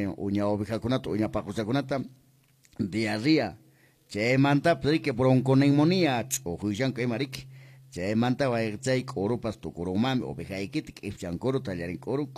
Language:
Quechua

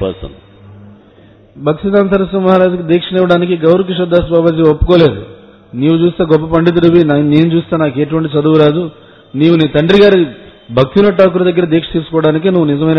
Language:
Telugu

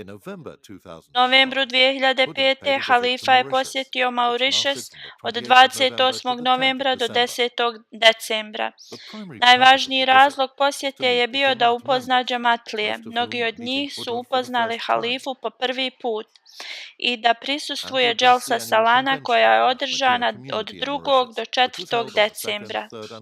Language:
Bosnian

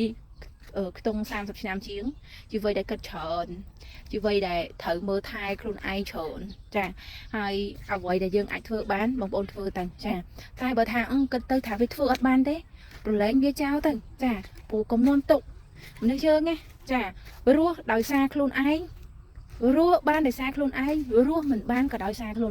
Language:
Khmer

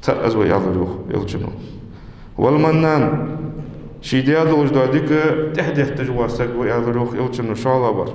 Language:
Ingush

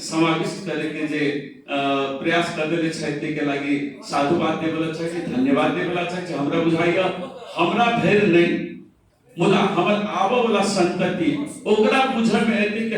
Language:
Maithili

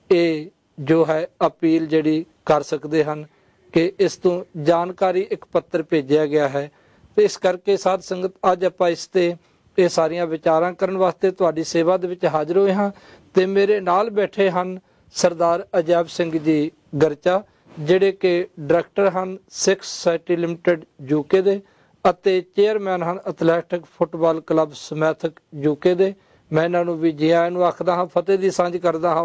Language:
Punjabi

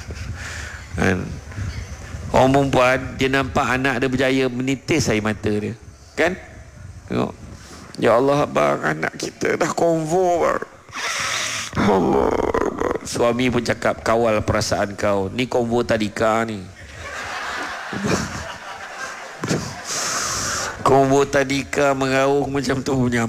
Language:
Malay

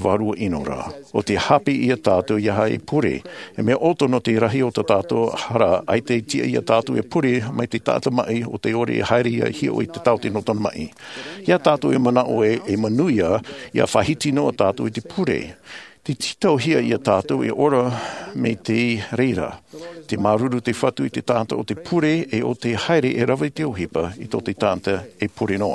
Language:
Tahitian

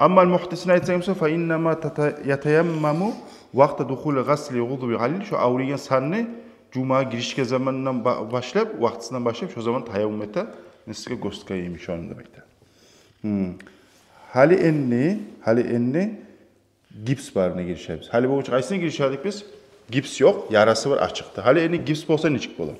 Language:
Kumyk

